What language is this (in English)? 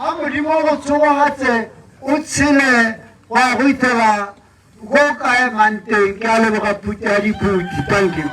Tswana